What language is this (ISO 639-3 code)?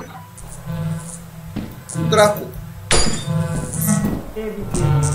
ron